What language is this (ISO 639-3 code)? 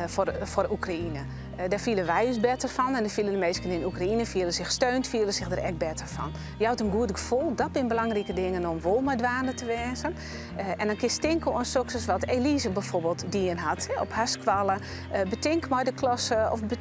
fry